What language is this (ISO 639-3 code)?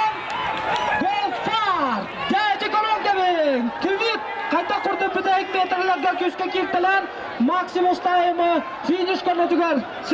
sah